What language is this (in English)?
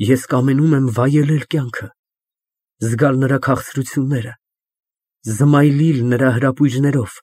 Armenian